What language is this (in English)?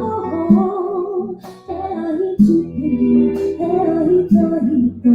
Māori